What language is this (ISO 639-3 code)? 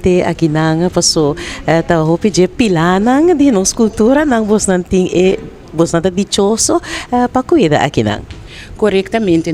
pap